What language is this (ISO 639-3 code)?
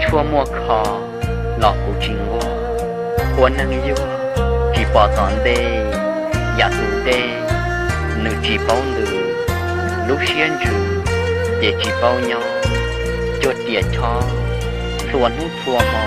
hmn